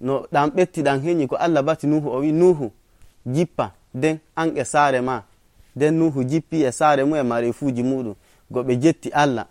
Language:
Nigerian Fulfulde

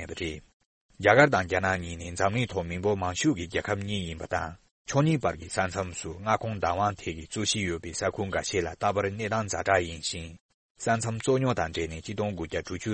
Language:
Tibetan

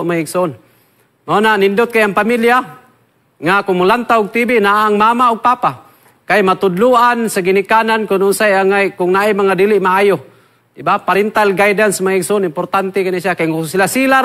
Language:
Cebuano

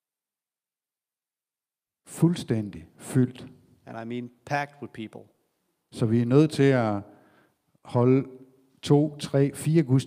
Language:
Danish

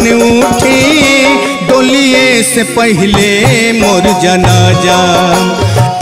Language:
Bhojpuri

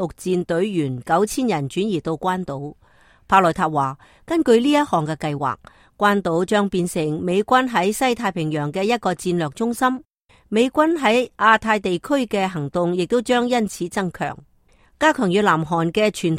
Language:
Cantonese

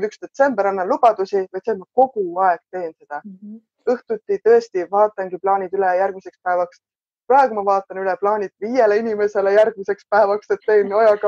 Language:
Estonian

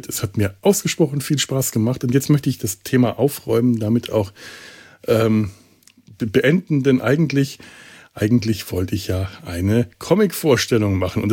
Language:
German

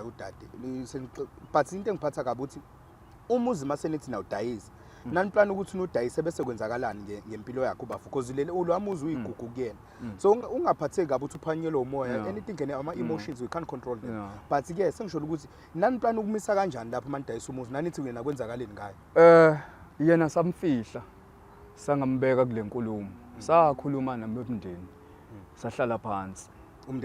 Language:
Zulu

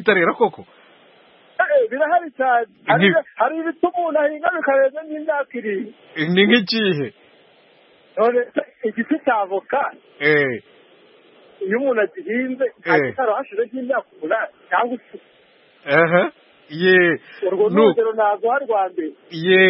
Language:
Kinyarwanda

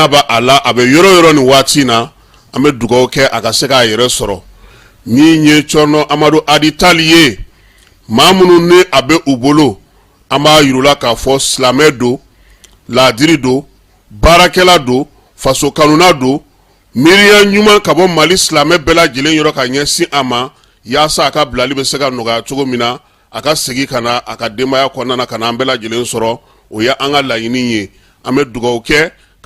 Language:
Bambara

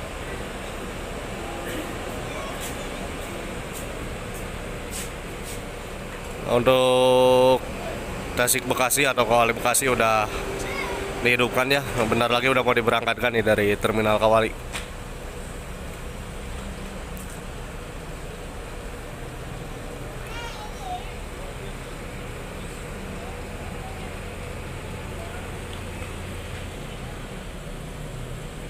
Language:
Indonesian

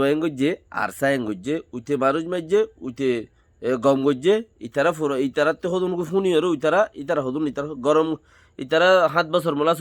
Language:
Rohingya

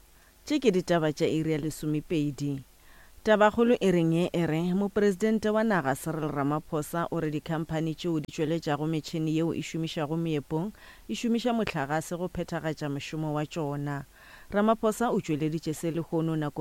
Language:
Northern Sotho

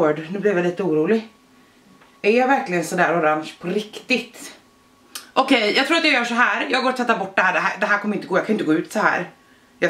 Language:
Swedish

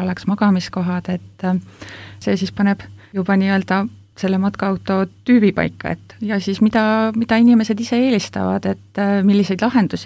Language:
Estonian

